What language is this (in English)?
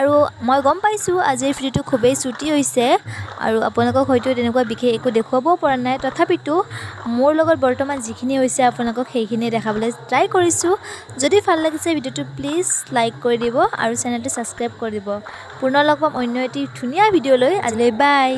Assamese